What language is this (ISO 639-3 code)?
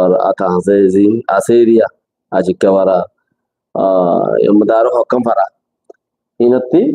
rhg